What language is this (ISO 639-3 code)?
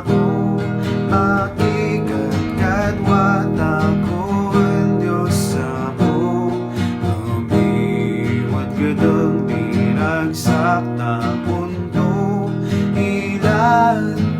kne